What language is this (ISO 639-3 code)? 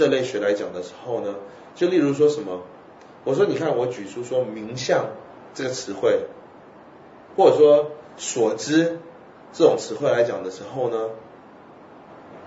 zho